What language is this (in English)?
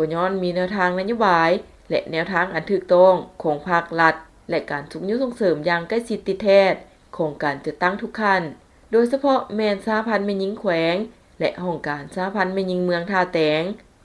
Lao